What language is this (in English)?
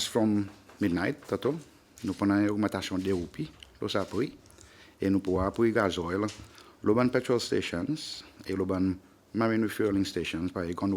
Seselwa Creole French